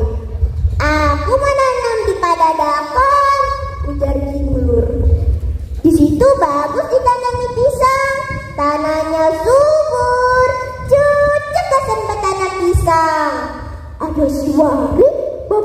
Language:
Banjar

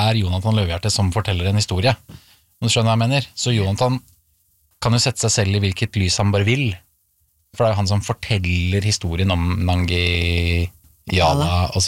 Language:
Norwegian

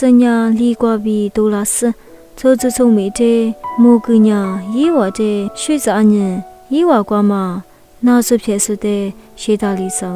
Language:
Lisu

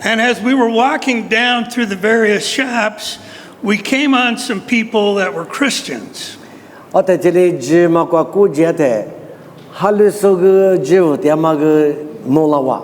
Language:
Lisu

